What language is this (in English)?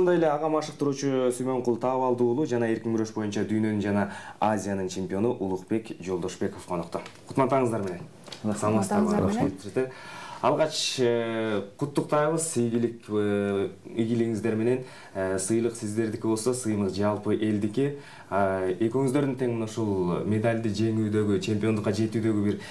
Kyrgyz